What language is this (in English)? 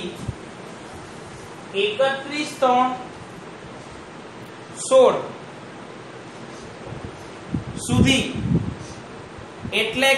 Gujarati